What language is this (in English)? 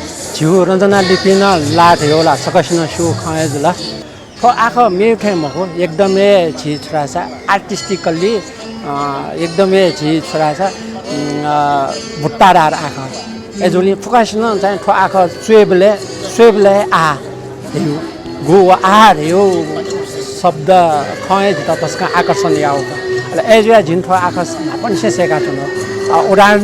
Newari